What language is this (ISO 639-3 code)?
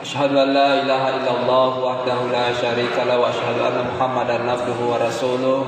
bug